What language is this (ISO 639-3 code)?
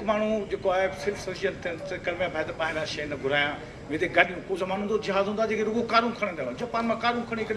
snd